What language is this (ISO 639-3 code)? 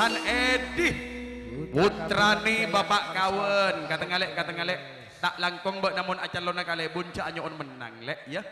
mad